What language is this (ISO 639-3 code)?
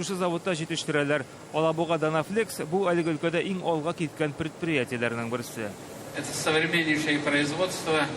tat